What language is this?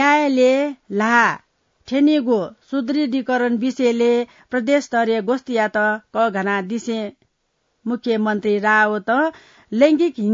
Newari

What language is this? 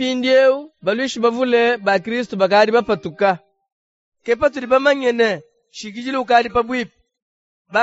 Luba-Lulua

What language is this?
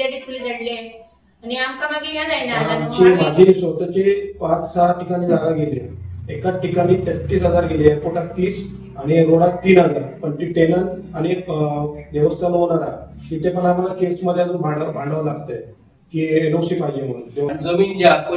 Konkani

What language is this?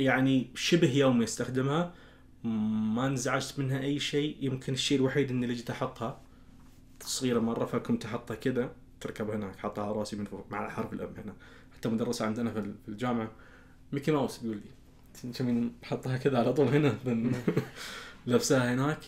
Najdi Arabic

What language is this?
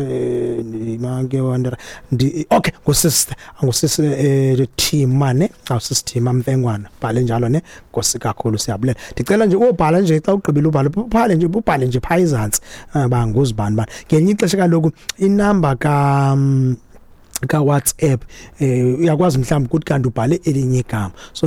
Xhosa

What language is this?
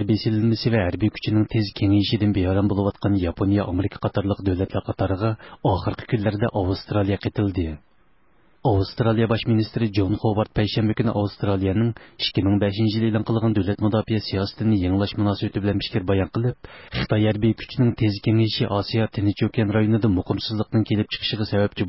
Uyghur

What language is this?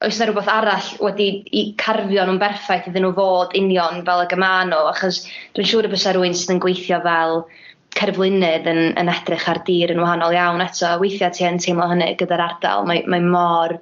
Welsh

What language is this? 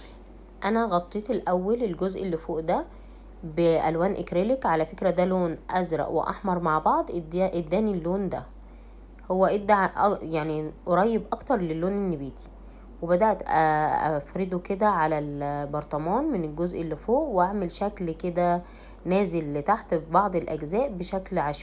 Egyptian Arabic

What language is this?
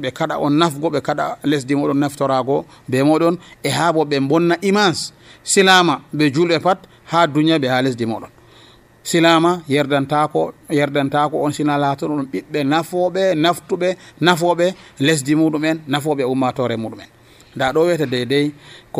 Nigerian Fulfulde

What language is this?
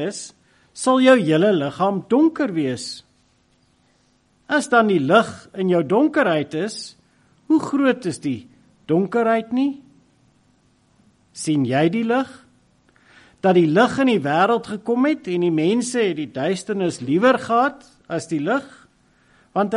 Afrikaans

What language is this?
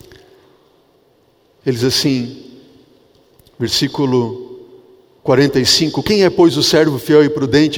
Portuguese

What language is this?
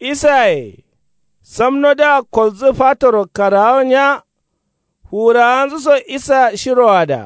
Kanuri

